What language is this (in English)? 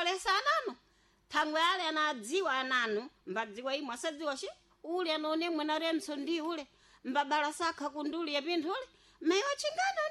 Sena